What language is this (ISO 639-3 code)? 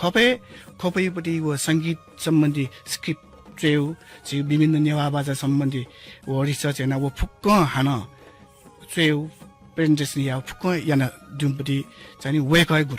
new